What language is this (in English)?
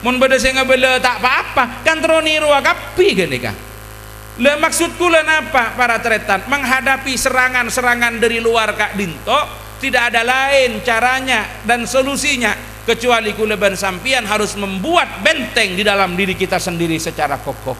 Madurese